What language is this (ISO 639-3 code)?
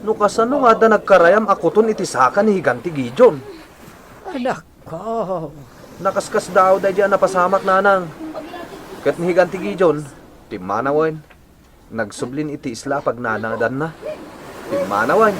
ilo